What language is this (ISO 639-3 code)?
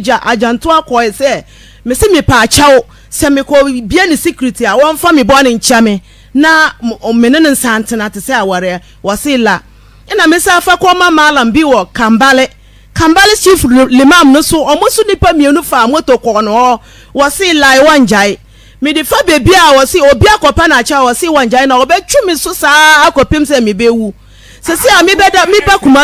aka